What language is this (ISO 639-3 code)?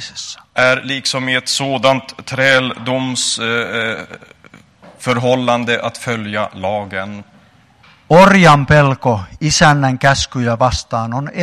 swe